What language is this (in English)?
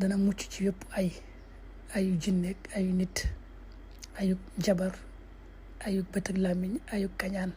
Wolof